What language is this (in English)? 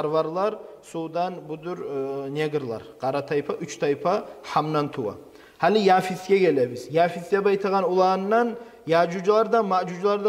Kumyk